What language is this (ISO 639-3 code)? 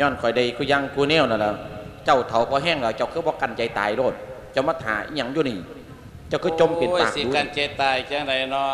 lao